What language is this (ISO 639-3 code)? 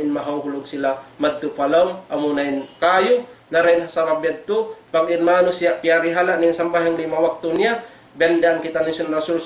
tsg